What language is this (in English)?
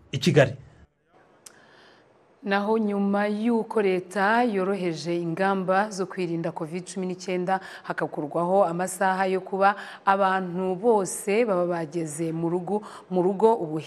Kinyarwanda